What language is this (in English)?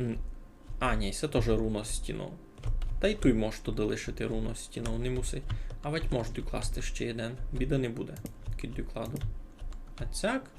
Rusyn